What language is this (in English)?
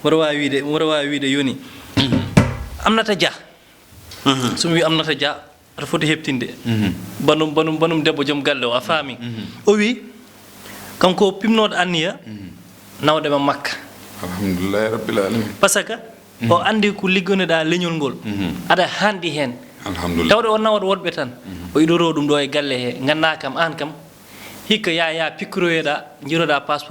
Fula